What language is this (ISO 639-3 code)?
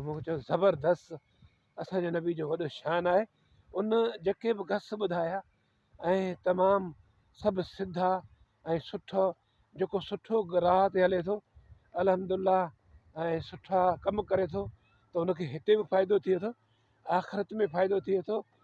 snd